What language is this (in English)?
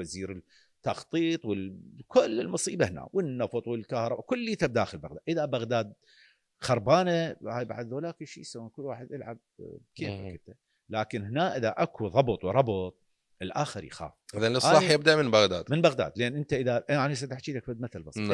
Mesopotamian Arabic